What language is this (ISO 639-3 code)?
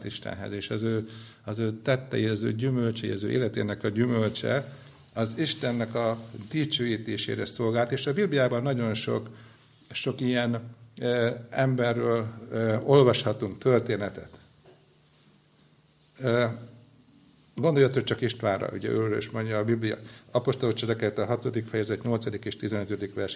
hun